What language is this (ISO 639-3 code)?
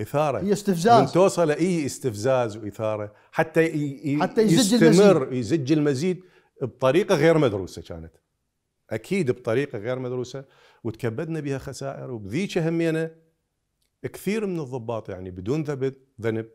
acm